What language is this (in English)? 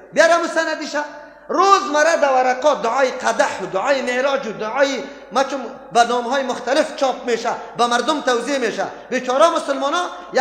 Persian